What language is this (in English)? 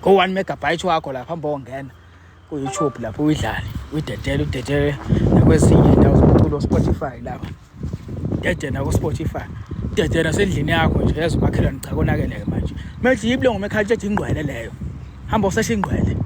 Zulu